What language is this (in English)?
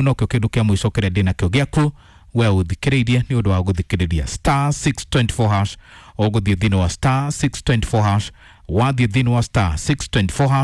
Kikuyu